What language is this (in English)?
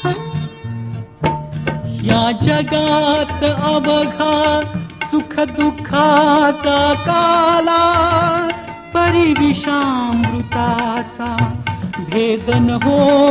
Marathi